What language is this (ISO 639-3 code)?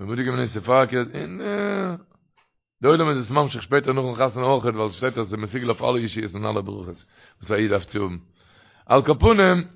yid